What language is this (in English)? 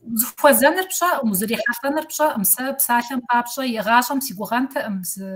Kabardian